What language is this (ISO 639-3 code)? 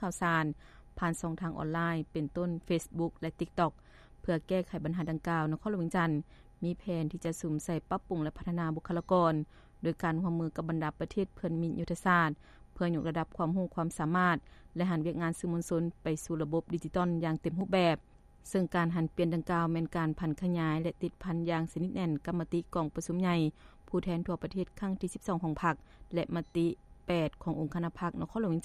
lao